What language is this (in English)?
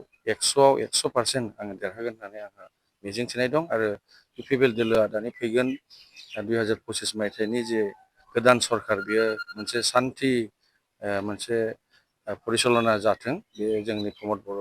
Bodo